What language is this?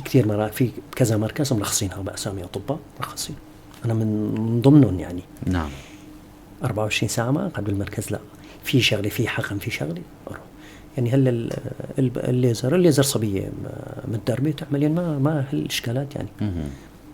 North Levantine Arabic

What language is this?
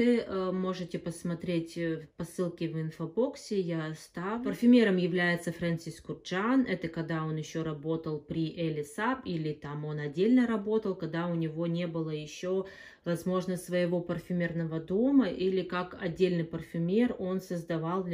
Russian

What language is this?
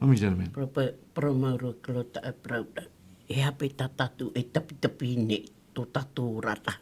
Tahitian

